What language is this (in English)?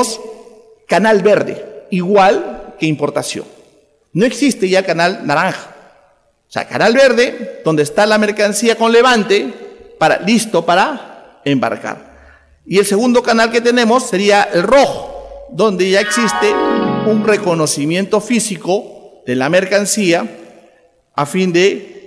Spanish